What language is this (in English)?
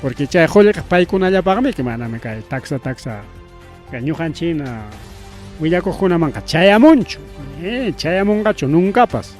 Ayacucho Quechua